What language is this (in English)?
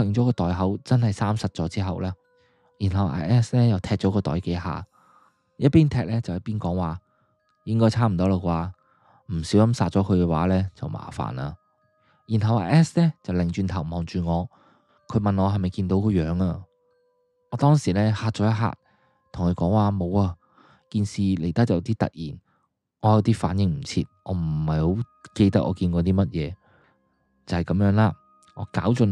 Cantonese